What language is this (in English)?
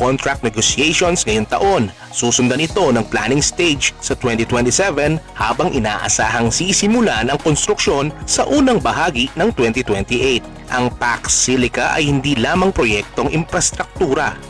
Filipino